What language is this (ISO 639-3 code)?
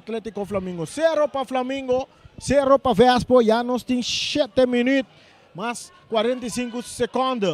pap